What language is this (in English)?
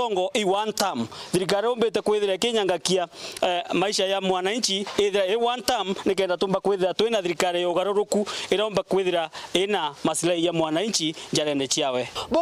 Meru